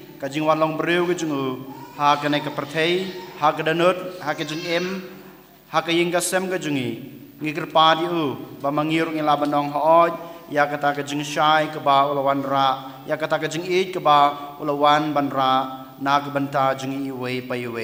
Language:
Khasi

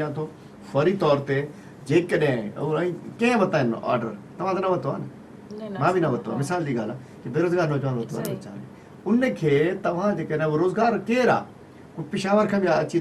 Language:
Sindhi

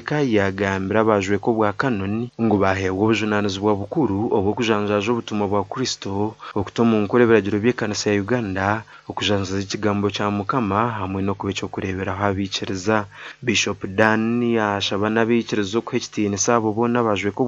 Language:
Nyankole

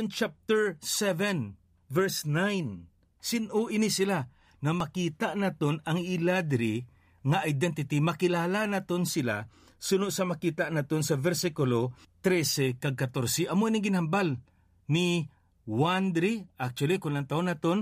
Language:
Hiligaynon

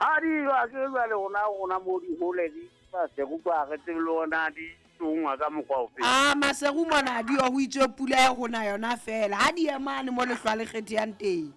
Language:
Southern Sotho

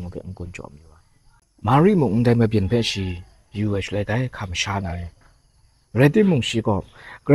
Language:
Kachin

